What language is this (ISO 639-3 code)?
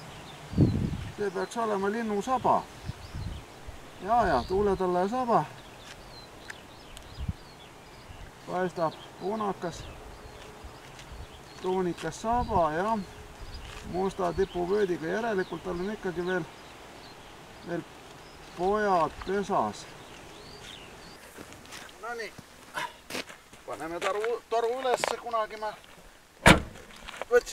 est